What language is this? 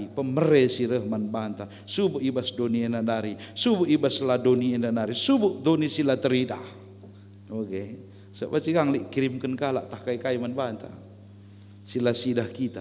Batak Karo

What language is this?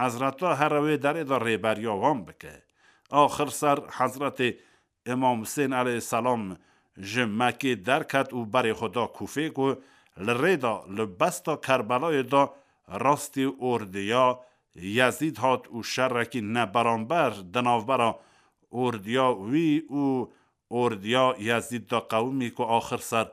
Kurdish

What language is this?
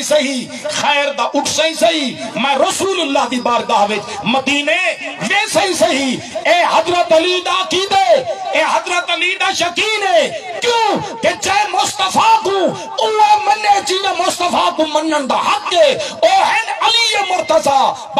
Saraiki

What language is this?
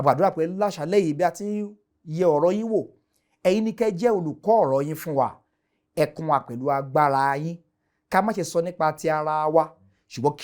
Yoruba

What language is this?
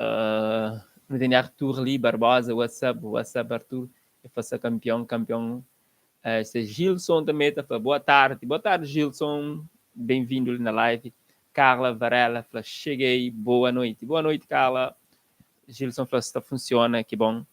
Kabuverdianu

